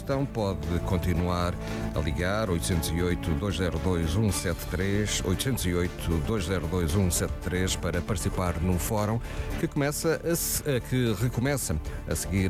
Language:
Portuguese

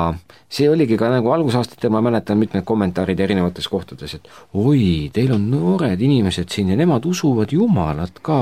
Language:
Estonian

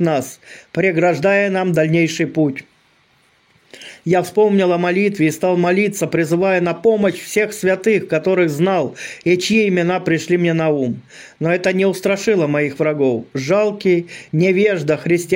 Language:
Russian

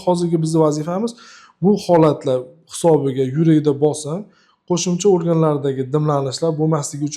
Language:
Uzbek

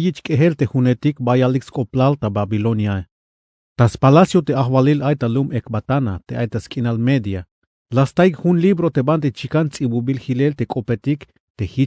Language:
Tzeltal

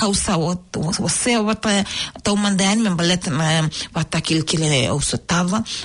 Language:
Fijian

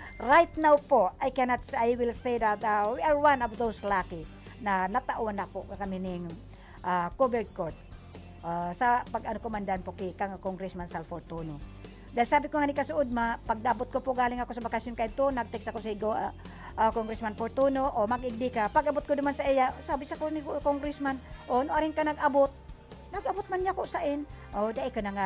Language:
Bikol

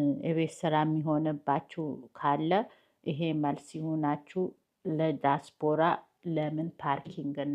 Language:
Amharic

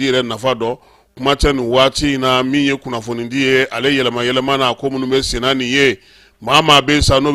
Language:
Bambara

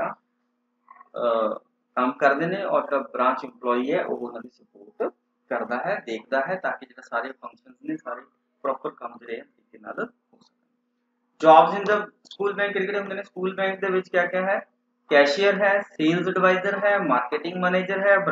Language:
Punjabi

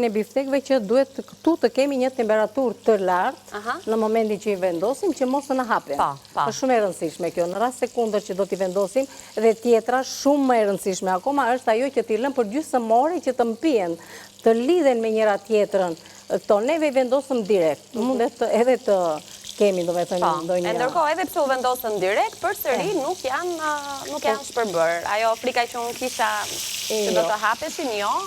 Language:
Albanian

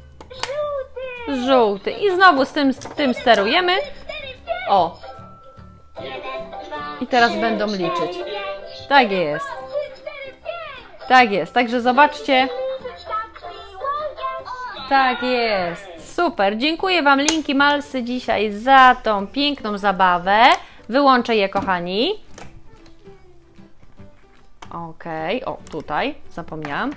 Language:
Polish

